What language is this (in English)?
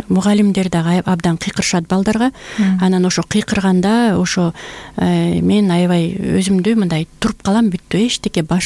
Kyrgyz